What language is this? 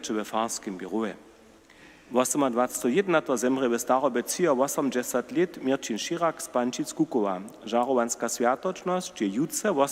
Upper Sorbian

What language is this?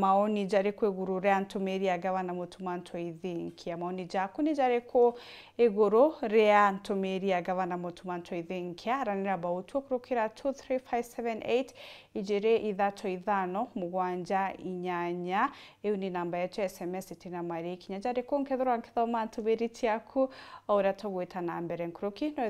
Meru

